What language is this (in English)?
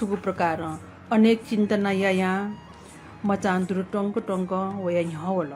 Newari